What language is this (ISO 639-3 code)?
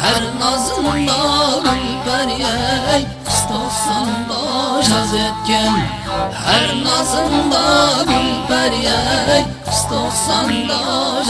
kaa